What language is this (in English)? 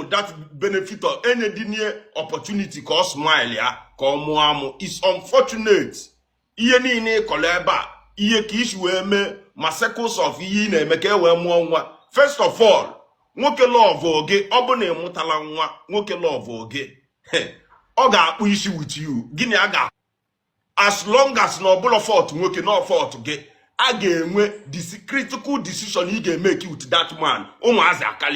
Igbo